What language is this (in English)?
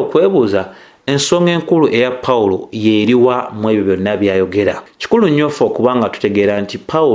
Ganda